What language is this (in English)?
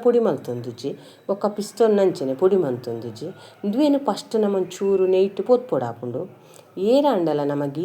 Tulu